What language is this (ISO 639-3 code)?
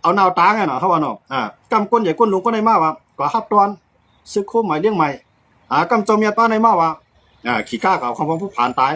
shn